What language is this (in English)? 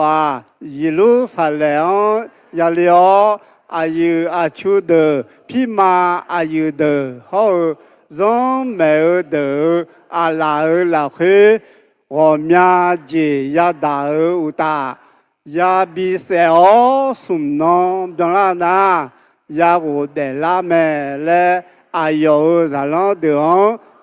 Akha